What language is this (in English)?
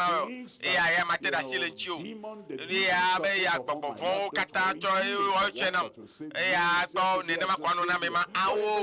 Ewe